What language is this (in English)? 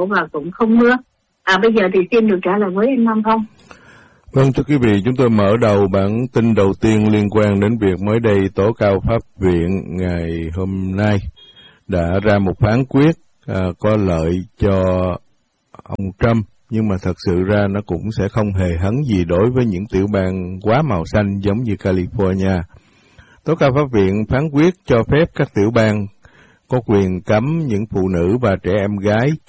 Vietnamese